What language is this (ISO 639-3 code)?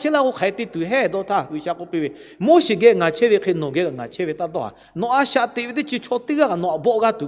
lhu